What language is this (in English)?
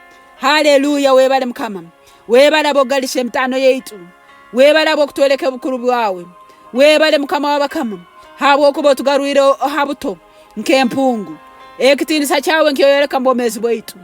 Nyoro